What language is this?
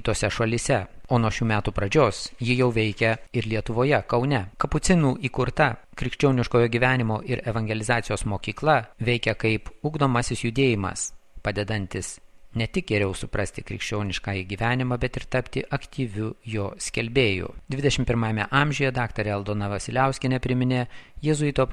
Lithuanian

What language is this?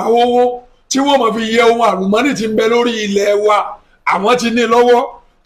Yoruba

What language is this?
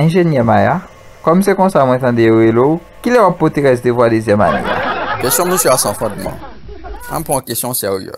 Haitian Creole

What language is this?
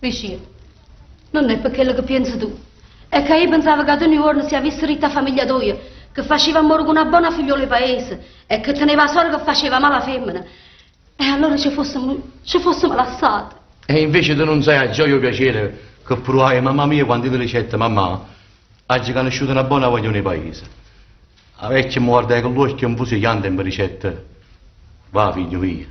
Neapolitan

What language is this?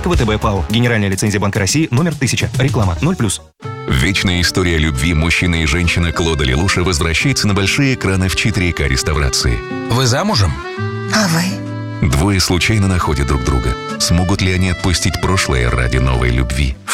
Russian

